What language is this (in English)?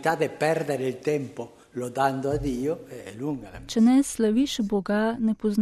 Slovenian